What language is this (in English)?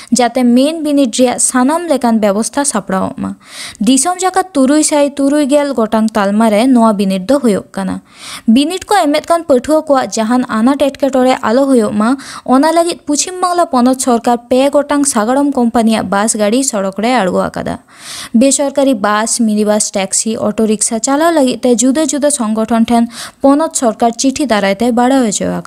Santali